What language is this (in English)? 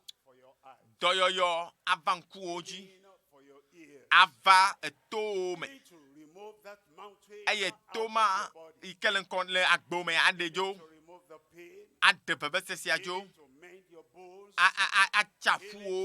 Ewe